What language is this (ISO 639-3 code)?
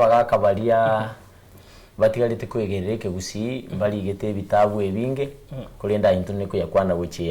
guz